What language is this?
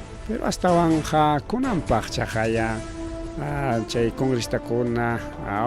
Ayacucho Quechua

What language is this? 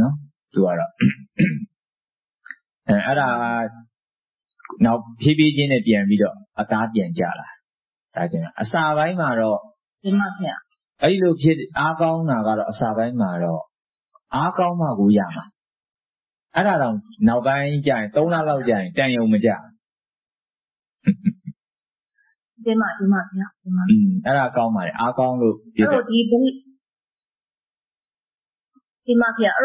Burmese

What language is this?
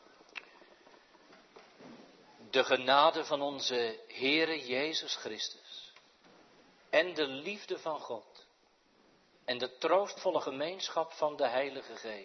Dutch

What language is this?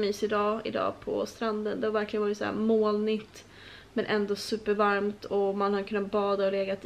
Swedish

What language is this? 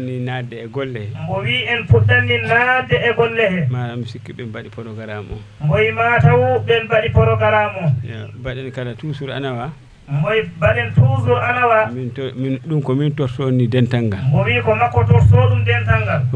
Fula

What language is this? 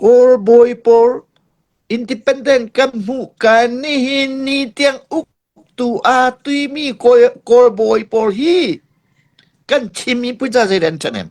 Hakha Chin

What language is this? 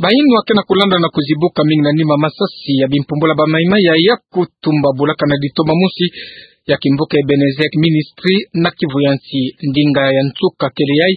Kituba (Democratic Republic of Congo)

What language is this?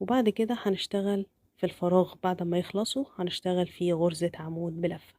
Egyptian Arabic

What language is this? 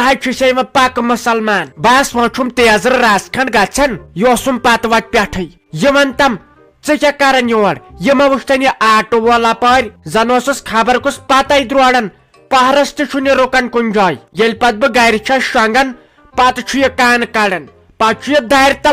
Kashmiri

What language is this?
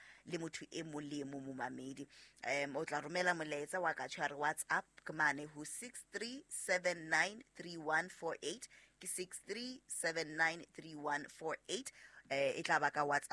Southern Sotho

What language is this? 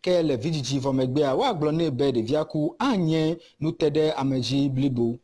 Ewe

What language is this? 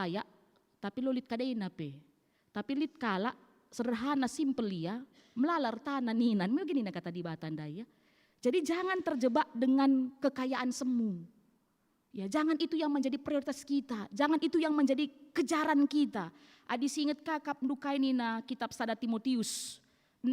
Batak Karo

